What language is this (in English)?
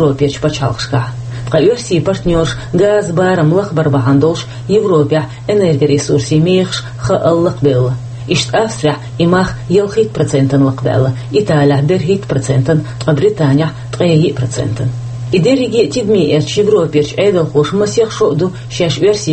Chechen